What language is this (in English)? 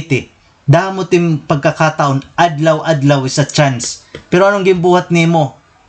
Waray